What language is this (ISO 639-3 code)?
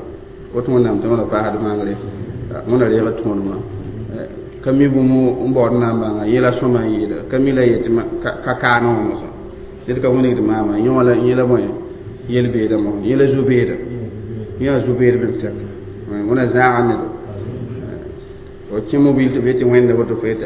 mos